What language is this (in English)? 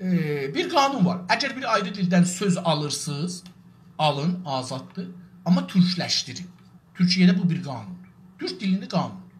South Azerbaijani